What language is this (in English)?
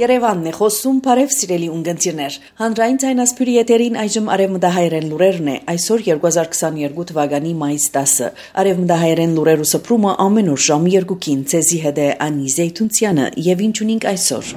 Armenian